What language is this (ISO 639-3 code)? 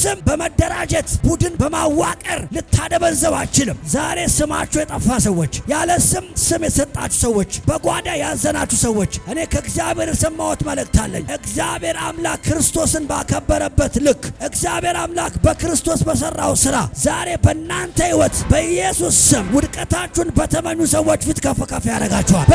amh